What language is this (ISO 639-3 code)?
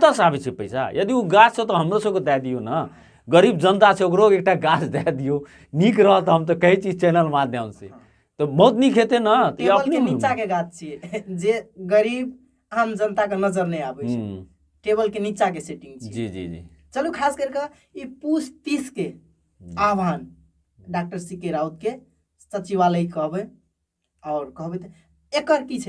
mai